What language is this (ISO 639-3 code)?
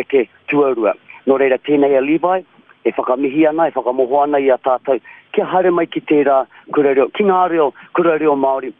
mri